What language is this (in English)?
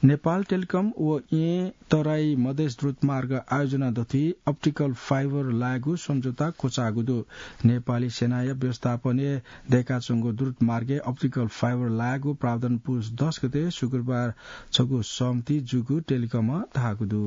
Newari